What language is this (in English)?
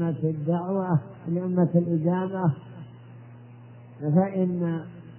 Arabic